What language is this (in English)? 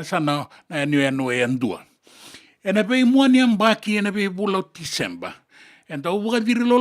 Fijian